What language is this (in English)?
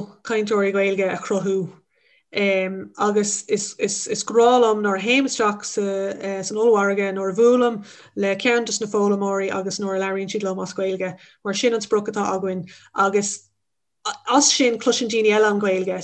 Irish